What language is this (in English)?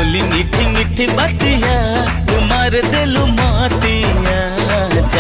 Bhojpuri